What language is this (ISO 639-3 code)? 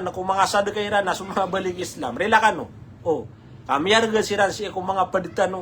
mrw